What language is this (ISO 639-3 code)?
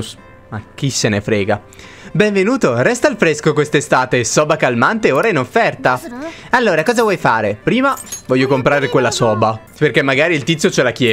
ita